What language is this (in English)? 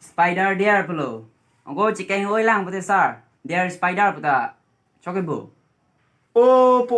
Karbi